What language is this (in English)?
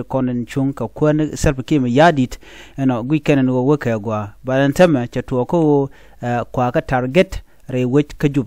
Nuer